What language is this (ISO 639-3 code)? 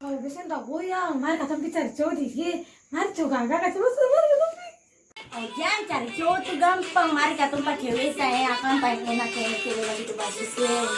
abs